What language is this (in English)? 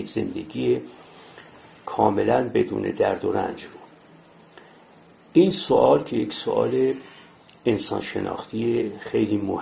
Persian